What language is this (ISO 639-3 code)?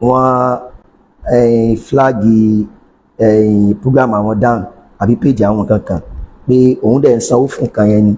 yor